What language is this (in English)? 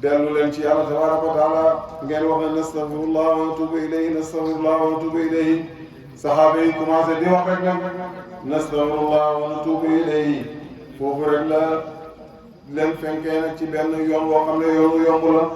Wolof